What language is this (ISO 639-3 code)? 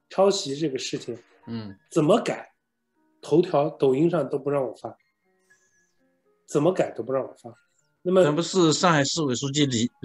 zho